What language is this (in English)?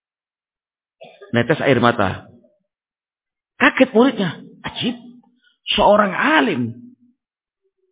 Indonesian